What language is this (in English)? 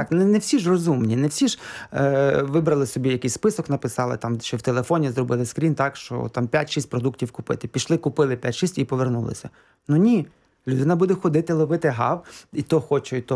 Ukrainian